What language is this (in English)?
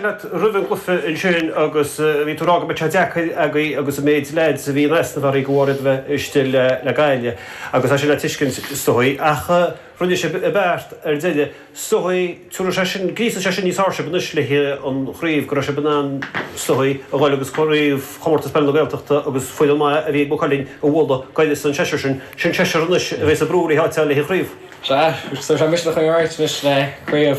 Irish